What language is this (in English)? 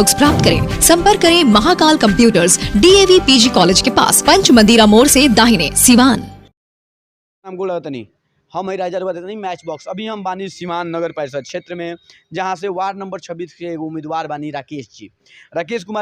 Bhojpuri